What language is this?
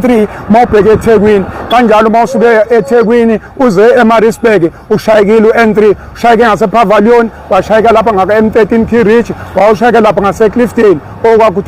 Zulu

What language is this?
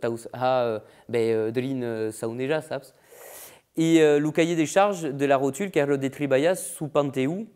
Occitan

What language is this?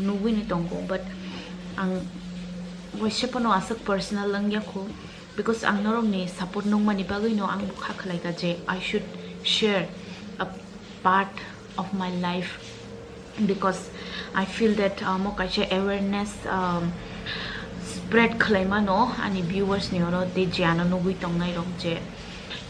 Kok Borok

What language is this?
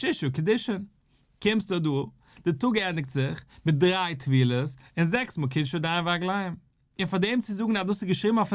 Yiddish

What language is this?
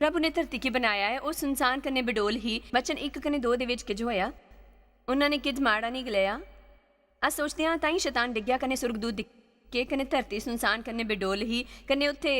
Dogri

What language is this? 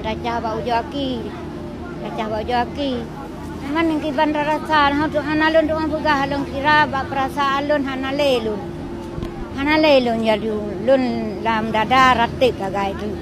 Achinese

